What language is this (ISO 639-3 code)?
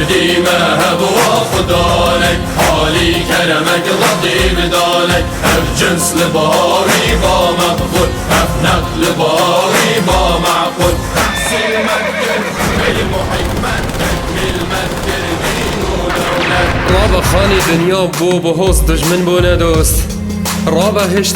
kur